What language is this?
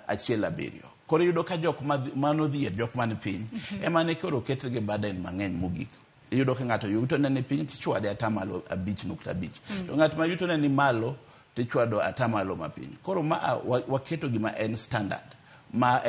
Luo (Kenya and Tanzania)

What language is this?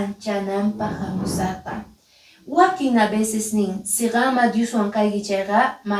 Quechua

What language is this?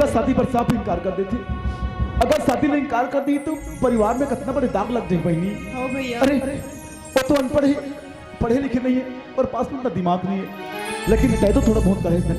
Chhattisgarhi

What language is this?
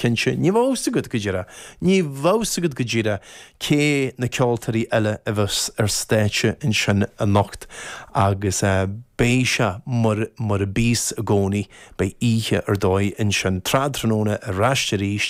Irish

